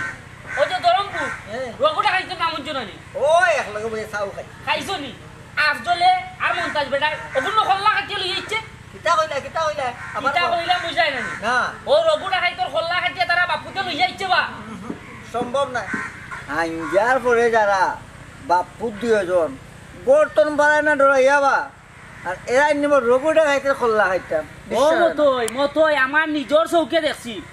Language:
Sylheti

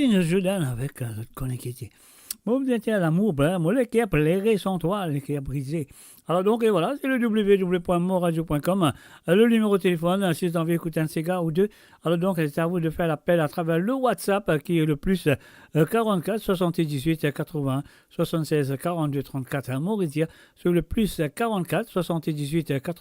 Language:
Morisyen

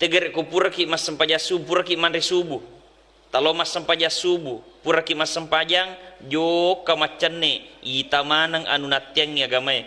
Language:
Buginese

